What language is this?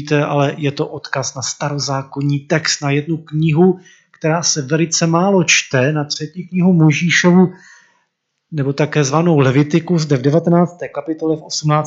Czech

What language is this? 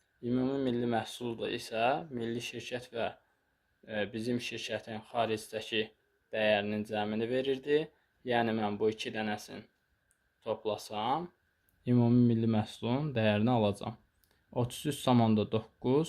Azerbaijani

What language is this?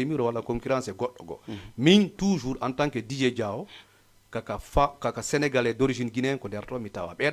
Fula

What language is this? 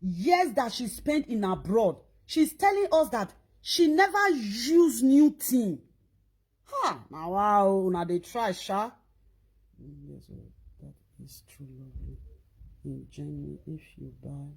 Nigerian Pidgin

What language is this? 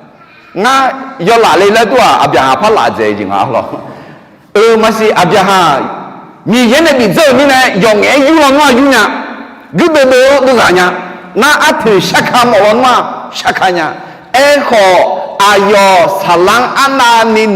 Akha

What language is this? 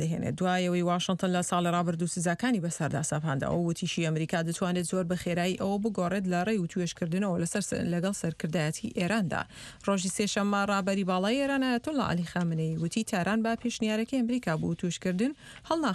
Central Kurdish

